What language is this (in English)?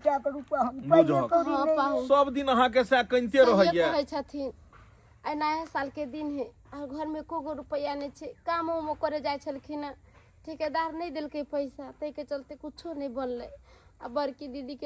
Maithili